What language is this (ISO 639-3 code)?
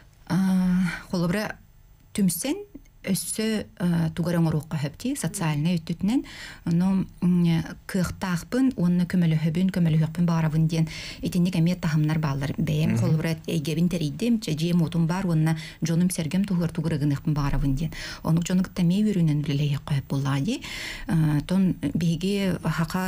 sah